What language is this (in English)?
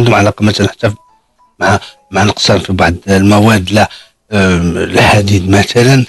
Moroccan Arabic